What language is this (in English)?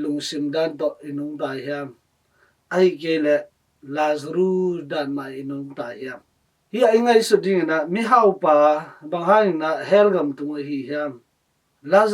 Tedim Chin